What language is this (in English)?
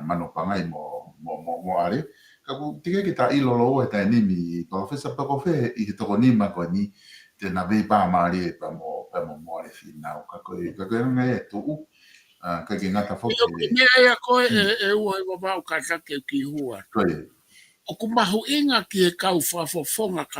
Tongan